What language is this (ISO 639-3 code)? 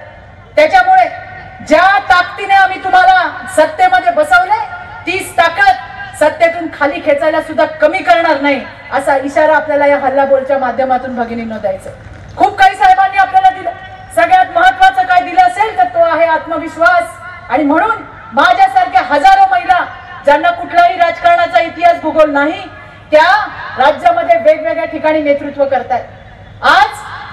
mar